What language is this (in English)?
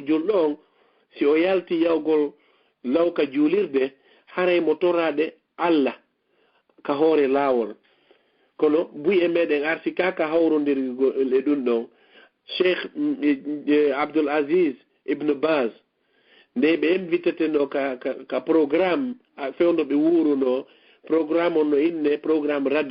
Fula